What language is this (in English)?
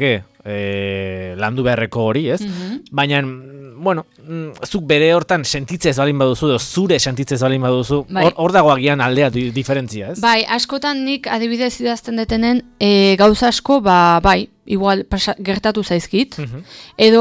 Basque